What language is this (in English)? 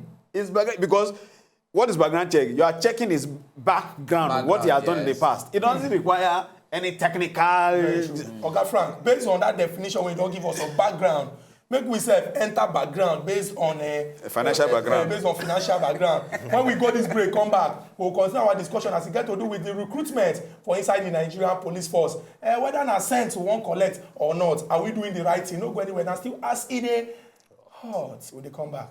Nigerian Pidgin